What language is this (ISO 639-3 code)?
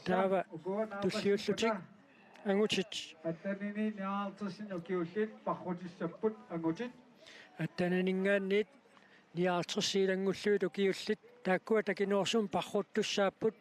kal